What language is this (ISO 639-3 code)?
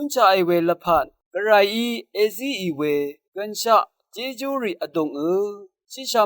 raw